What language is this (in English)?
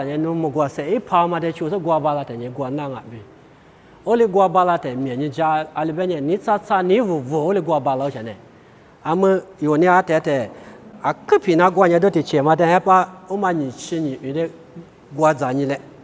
Lisu